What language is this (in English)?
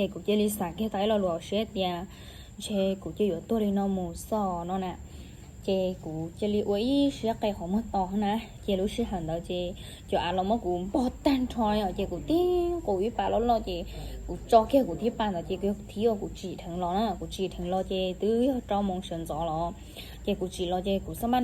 Hmong